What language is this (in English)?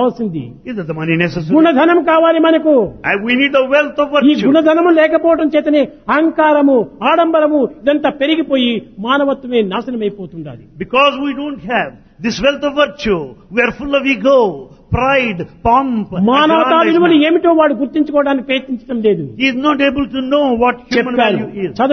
Telugu